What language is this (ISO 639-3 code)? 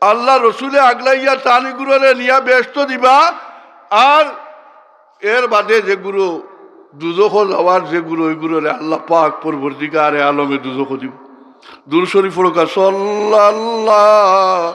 syl